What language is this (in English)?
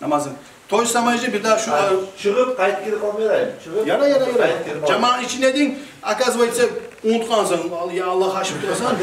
Kumyk